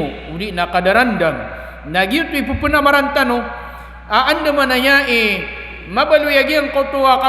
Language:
Maranao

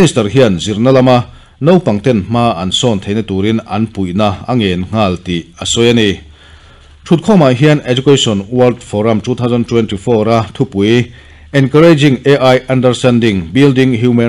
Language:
Mizo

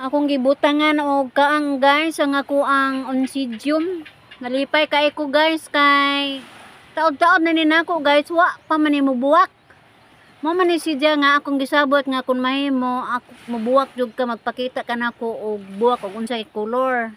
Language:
Cebuano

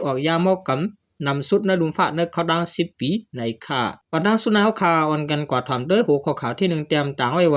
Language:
Shan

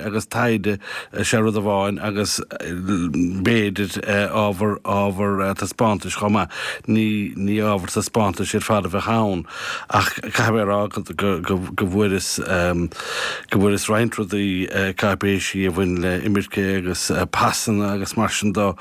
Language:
Irish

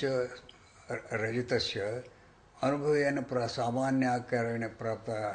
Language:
Sanskrit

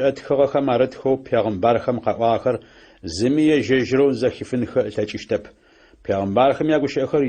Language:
Adyghe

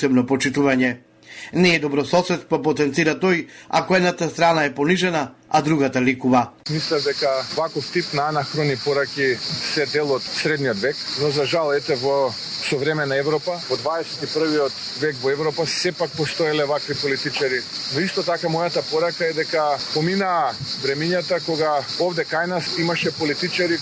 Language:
Macedonian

